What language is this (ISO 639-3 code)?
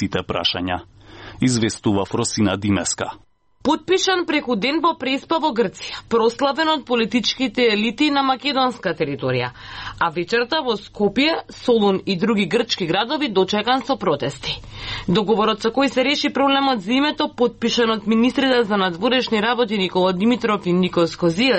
mkd